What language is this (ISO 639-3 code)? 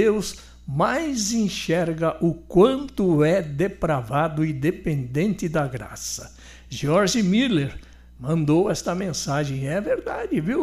por